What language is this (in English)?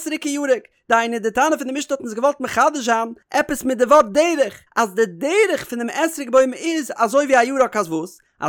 Yiddish